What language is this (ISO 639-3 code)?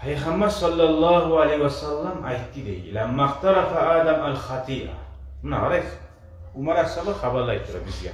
kum